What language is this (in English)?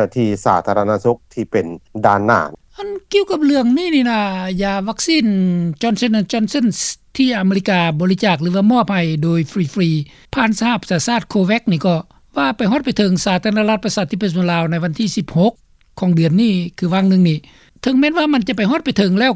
Lao